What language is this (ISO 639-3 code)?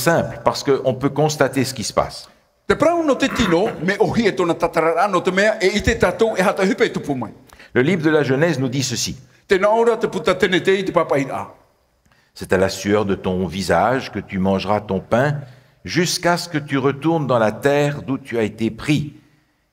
tah